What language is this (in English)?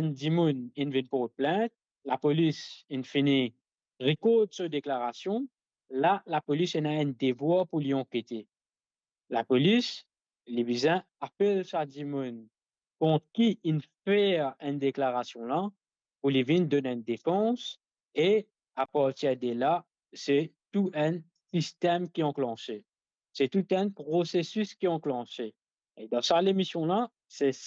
Morisyen